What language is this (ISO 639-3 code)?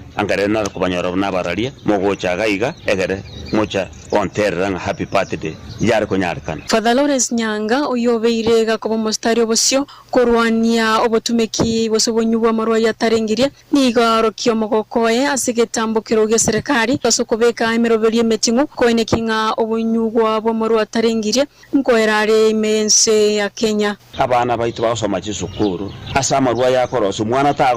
guz